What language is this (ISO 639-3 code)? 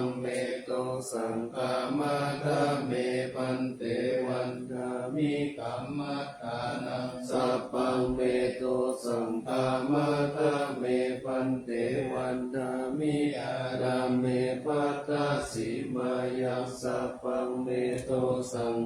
pli